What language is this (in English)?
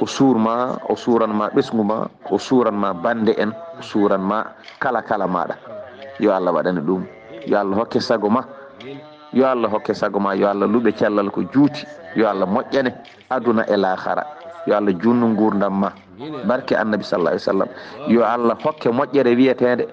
Fula